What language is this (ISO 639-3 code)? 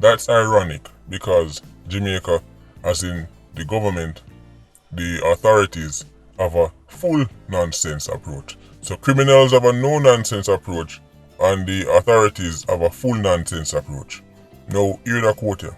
jam